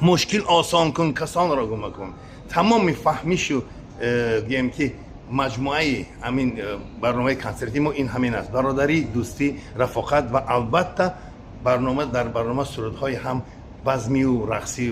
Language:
Tajik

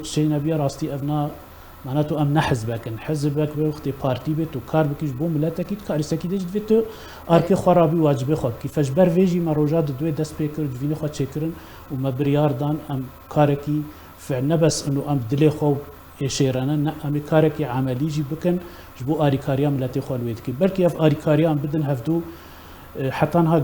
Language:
Kurdish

